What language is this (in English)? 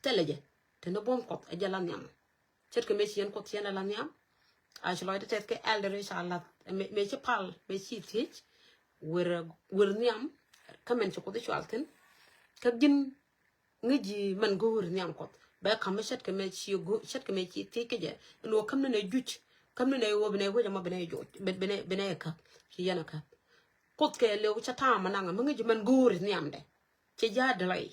Nuer